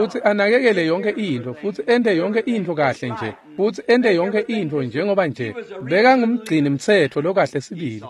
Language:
Swati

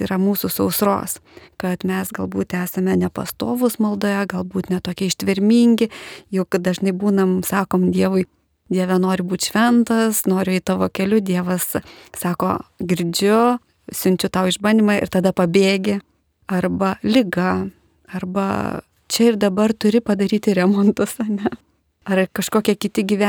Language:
Lithuanian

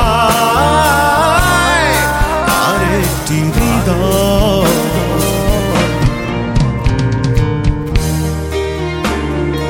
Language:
Bangla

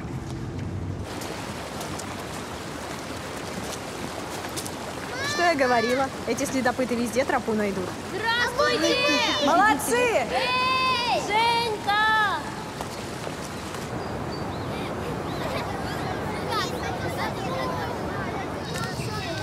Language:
Russian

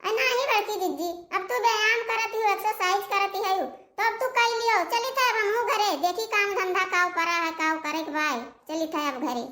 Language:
Awadhi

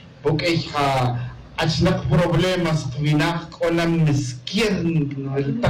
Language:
Kaqchikel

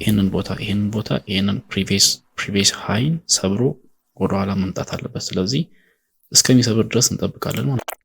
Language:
Amharic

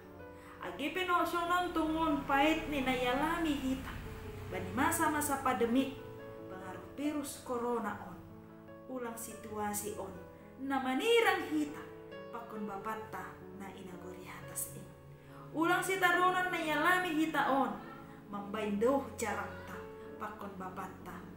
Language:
Batak Simalungun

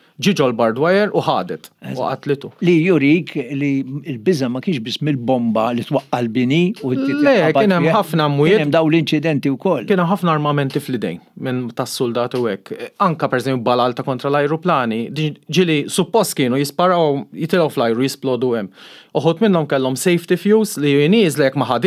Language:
Maltese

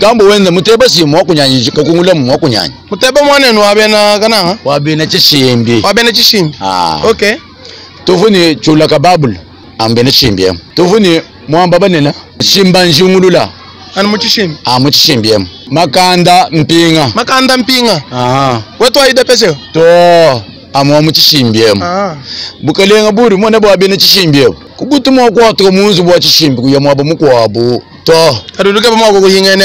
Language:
Luba-Lulua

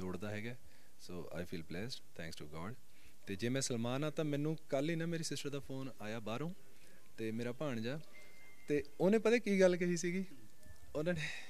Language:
Punjabi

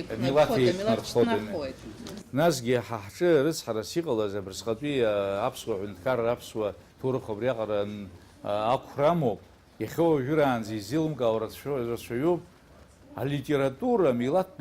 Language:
Abkhazian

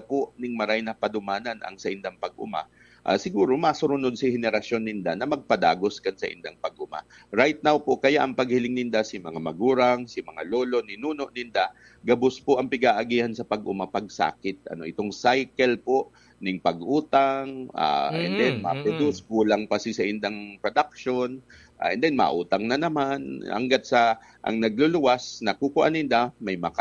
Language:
Bikol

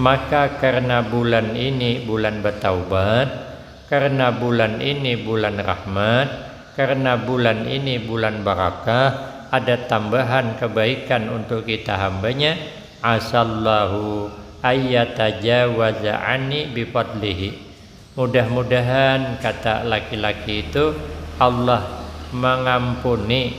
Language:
Banjar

